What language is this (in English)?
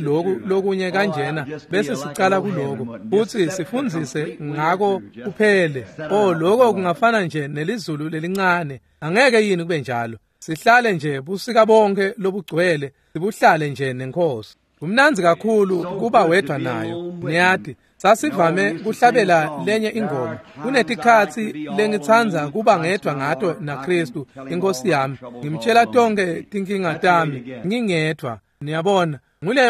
Swati